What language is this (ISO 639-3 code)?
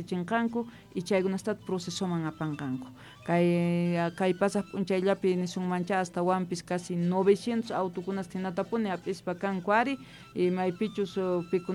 que